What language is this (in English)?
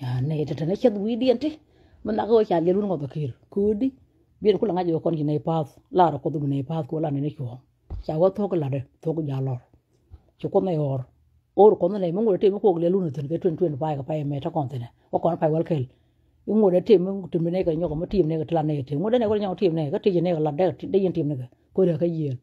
Nuer